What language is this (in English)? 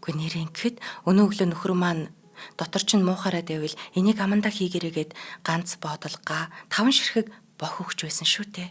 Mongolian